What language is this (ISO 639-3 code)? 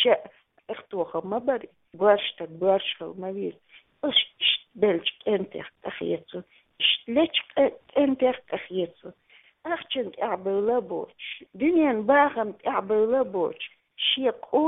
che